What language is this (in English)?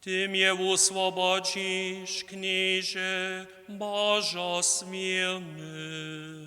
Upper Sorbian